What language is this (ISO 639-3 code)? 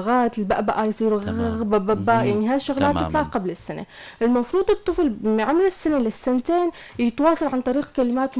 apc